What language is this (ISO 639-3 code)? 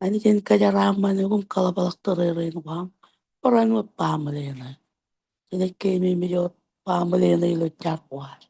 mah